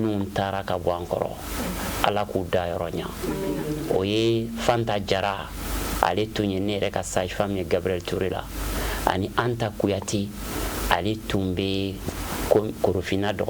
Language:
Bambara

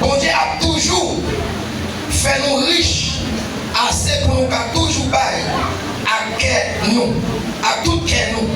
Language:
Haitian Creole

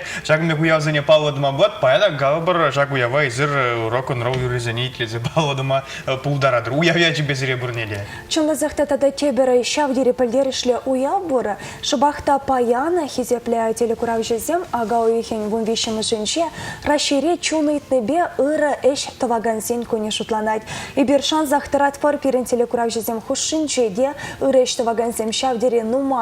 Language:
Chuvash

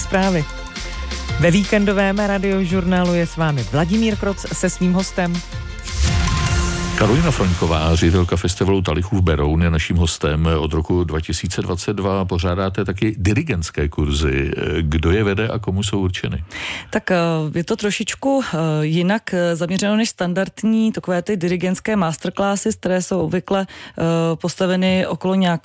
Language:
Czech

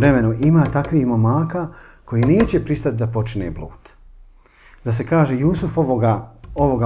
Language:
Bosnian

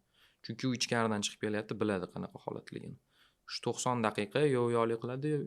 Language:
Uzbek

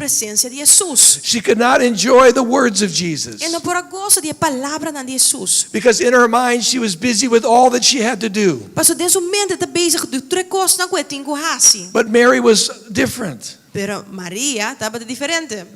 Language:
Papiamento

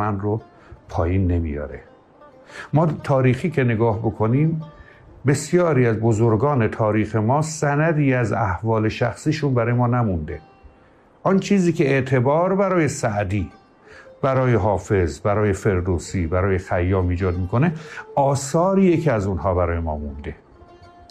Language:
Persian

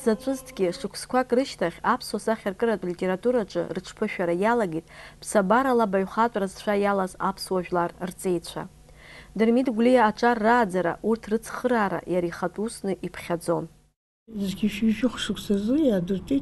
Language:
Abkhazian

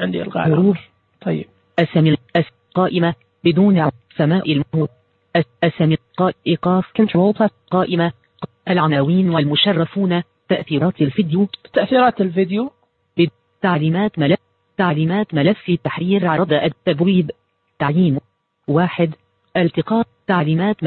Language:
Najdi Arabic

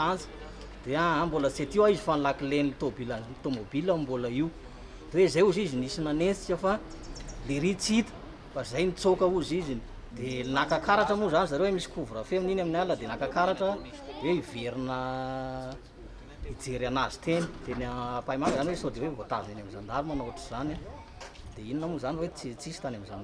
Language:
Malagasy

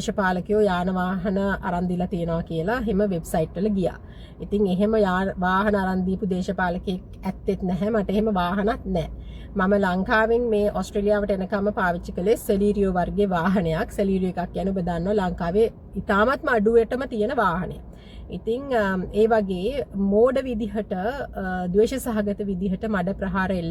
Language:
Sinhala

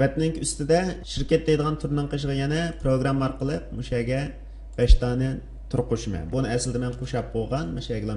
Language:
Uyghur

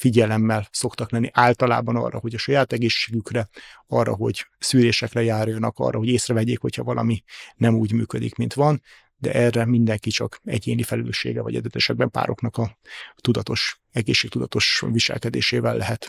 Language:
Hungarian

